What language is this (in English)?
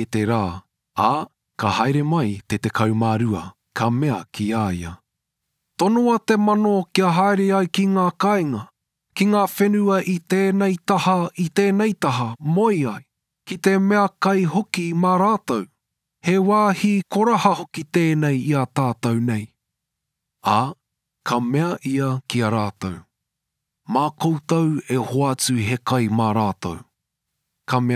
Māori